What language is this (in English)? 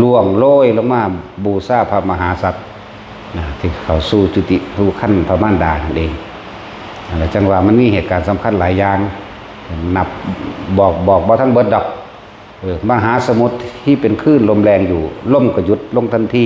Northeastern Thai